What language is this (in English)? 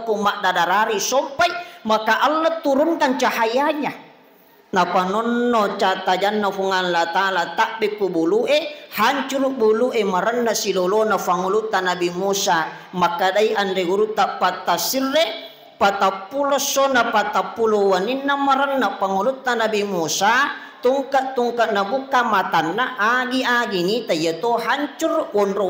Buginese